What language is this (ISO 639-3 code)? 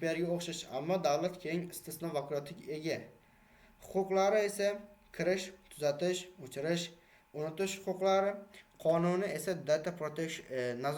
uzb